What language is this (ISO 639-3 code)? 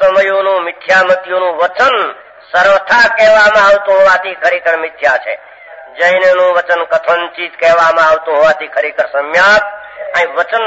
guj